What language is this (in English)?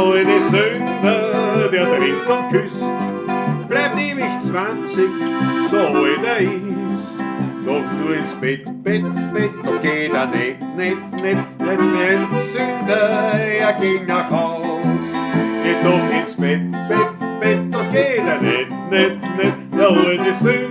Bavarian